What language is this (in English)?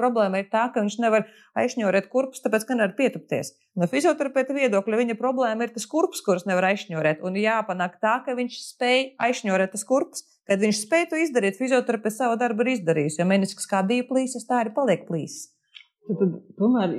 Latvian